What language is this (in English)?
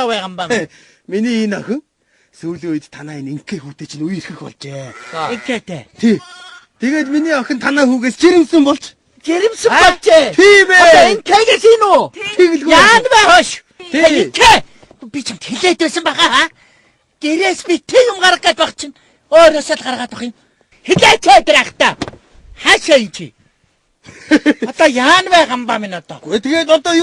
Mongolian